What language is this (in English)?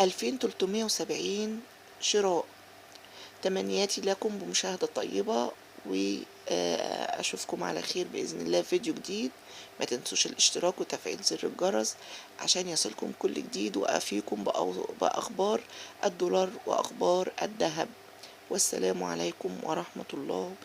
Egyptian Arabic